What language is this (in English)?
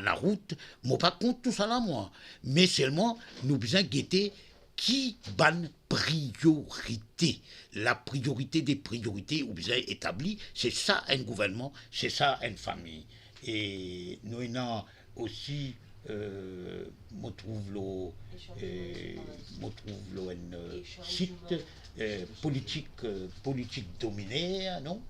Morisyen